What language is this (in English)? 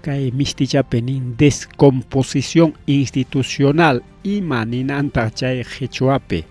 Ayacucho Quechua